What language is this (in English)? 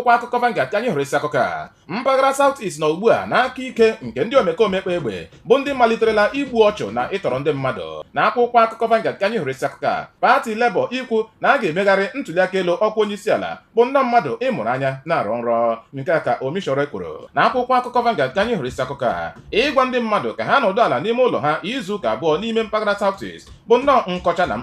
Igbo